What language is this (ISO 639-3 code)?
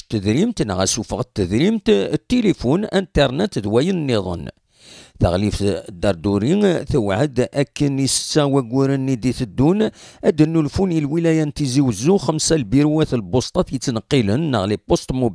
kab